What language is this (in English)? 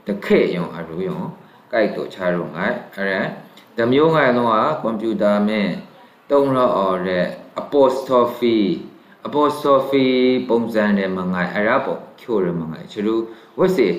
Maru